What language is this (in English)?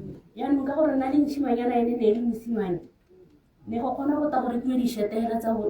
Tswana